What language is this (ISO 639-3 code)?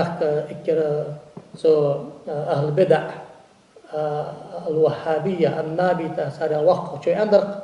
inh